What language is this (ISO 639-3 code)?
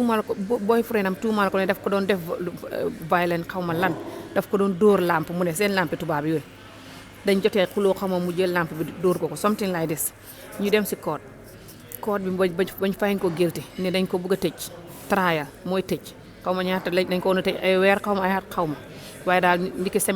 wol